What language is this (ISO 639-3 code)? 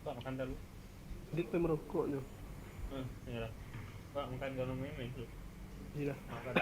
min